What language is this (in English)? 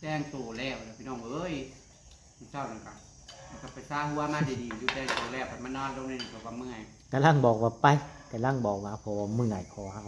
Northeastern Thai